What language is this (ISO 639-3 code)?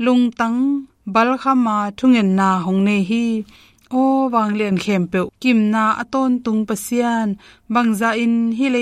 ctd